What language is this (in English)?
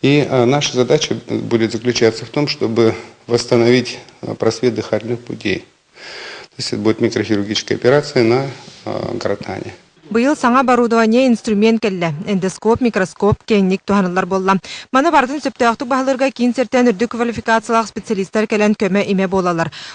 Yakut